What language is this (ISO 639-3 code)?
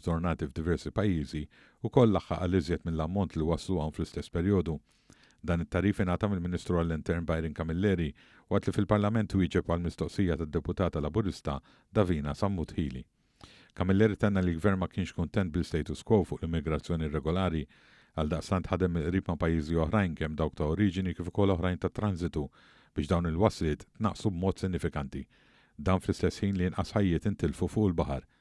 mlt